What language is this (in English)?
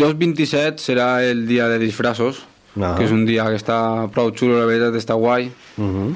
Catalan